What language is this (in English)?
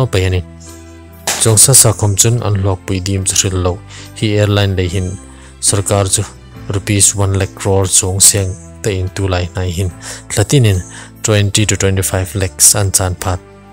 Hmar